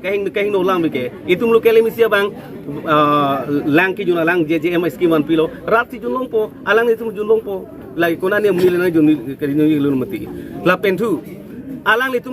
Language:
Karbi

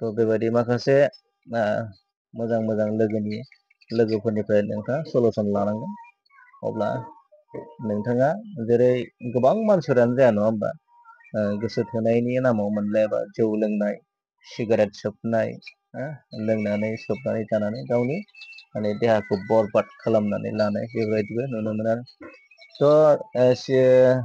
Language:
Bodo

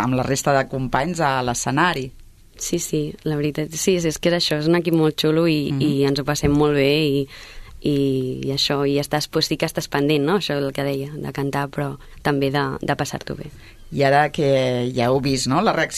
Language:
Catalan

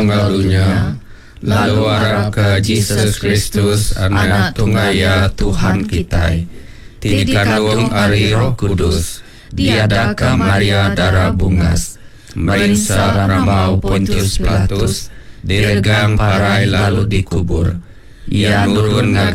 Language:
Iban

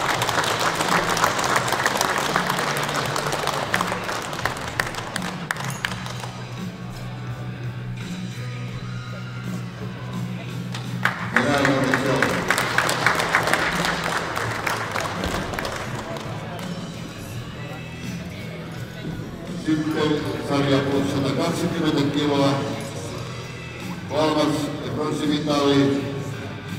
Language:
Finnish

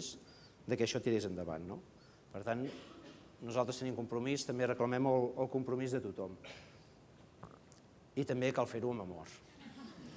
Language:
Catalan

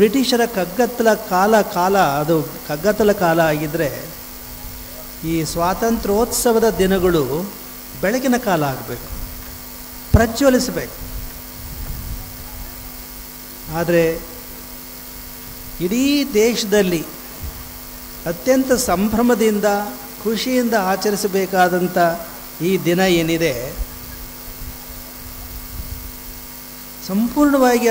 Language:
Kannada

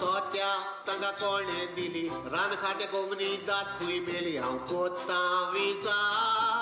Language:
Konkani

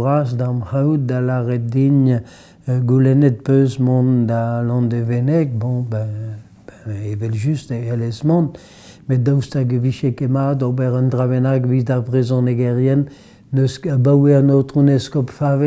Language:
Breton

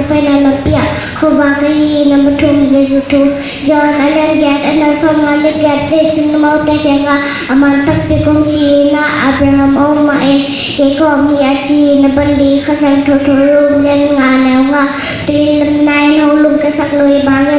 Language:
Tedim Chin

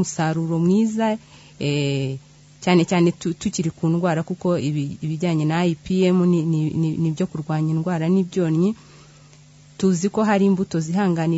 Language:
Kinyarwanda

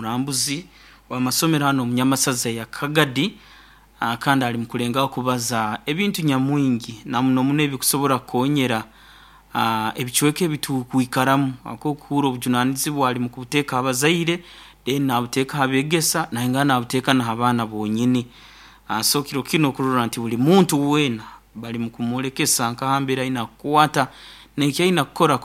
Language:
Nyoro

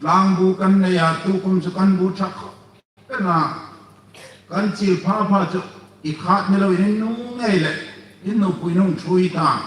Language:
Hmar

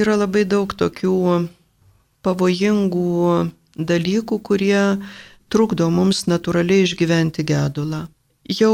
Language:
Lithuanian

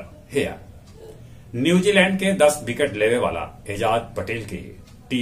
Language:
Magahi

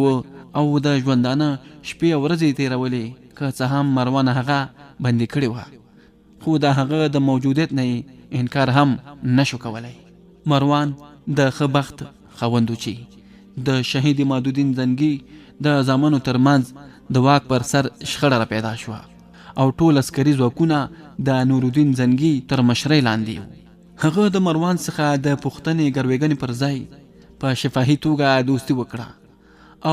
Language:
Pashto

